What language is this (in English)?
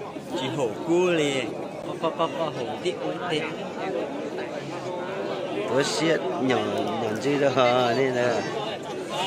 Vietnamese